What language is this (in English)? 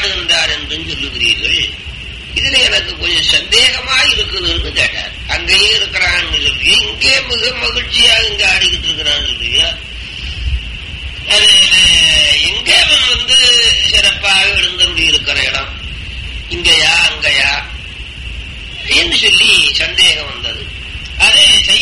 Tamil